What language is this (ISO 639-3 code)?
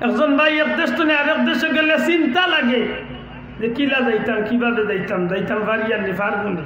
syl